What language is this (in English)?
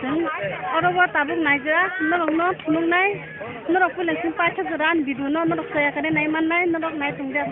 Kok Borok